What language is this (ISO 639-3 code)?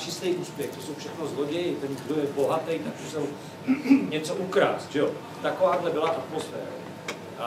ces